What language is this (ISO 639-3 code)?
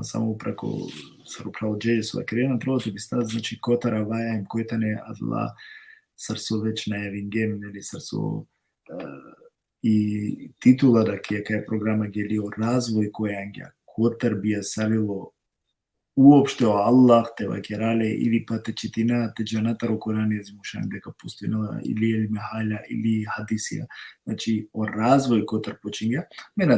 rmn